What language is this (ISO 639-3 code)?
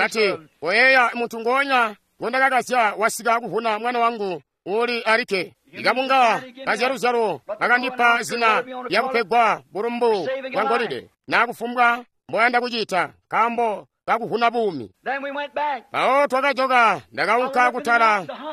toi